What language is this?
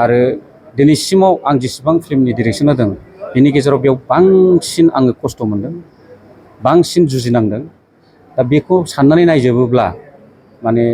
Bodo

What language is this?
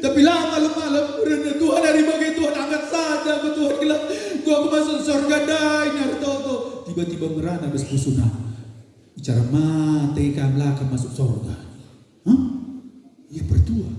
Batak Karo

